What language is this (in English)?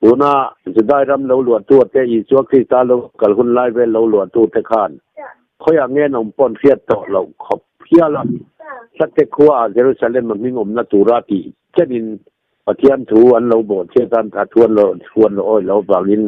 Mizo